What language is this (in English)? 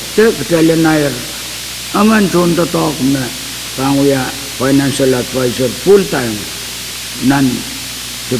Pohnpeian